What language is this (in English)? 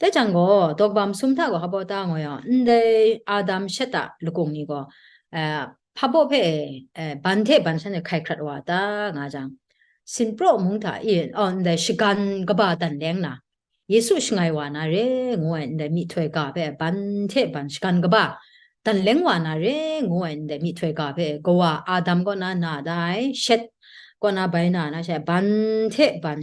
Kachin